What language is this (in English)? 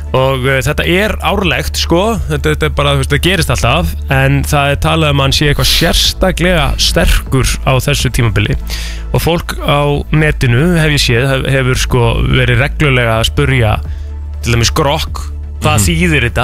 Icelandic